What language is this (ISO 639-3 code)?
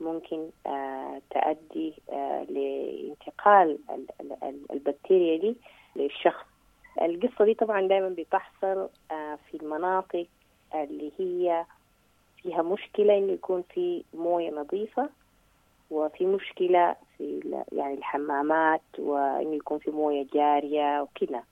apd